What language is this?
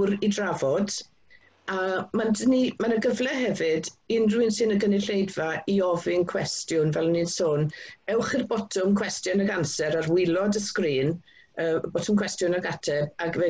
Welsh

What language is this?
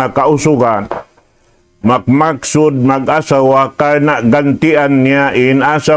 Tausug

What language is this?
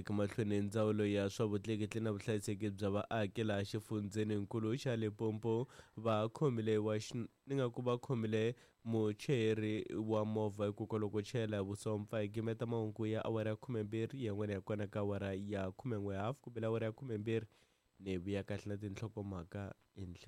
Tsonga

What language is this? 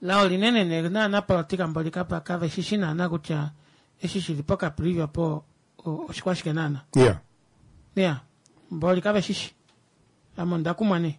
Kuanyama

